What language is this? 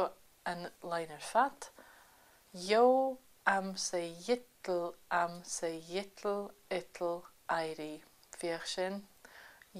Scottish Gaelic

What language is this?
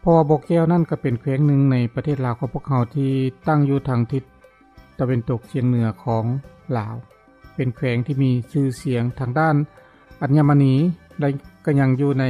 Lao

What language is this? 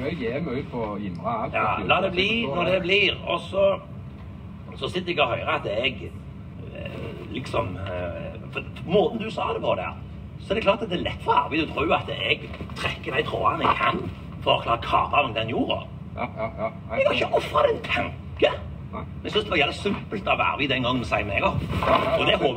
Norwegian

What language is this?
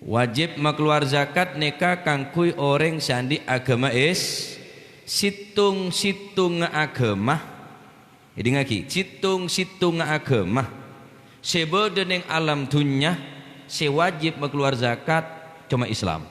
Madurese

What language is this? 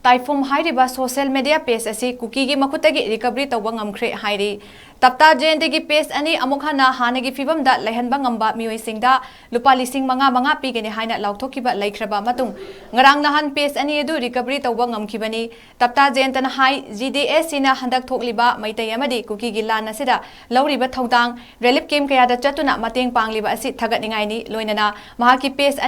Manipuri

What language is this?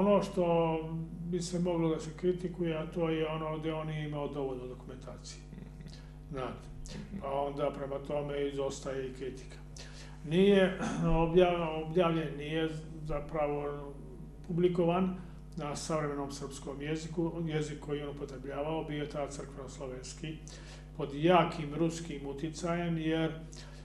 Serbian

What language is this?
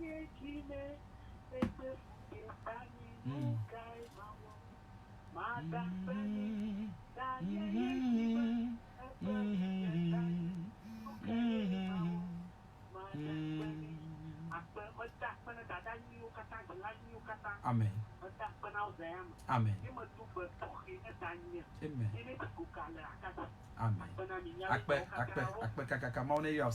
Ewe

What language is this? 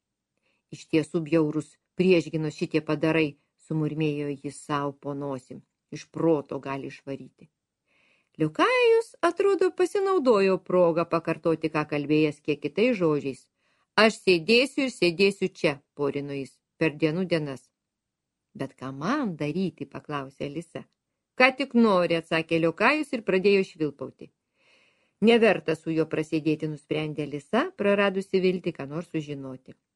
Lithuanian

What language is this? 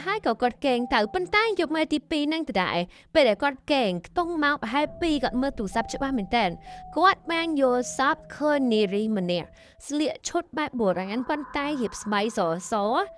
Khmer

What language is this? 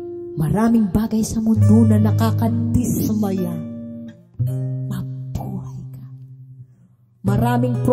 Filipino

